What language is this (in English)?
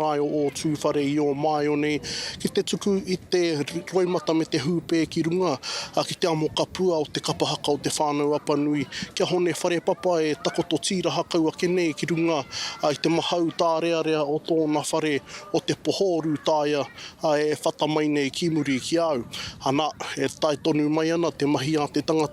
Māori